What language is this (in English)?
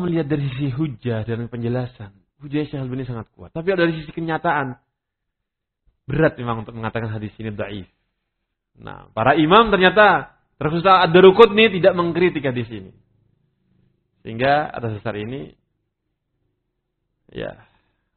Indonesian